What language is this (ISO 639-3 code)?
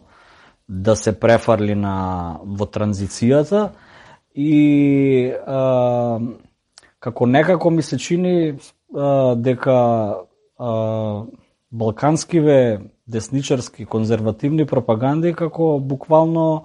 mkd